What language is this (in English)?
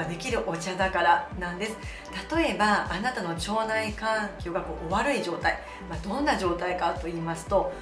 Japanese